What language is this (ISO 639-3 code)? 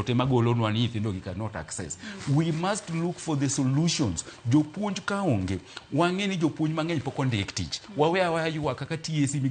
luo